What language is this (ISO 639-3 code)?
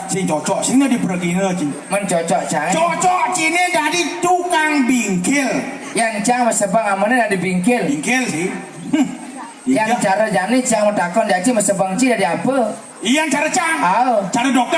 ban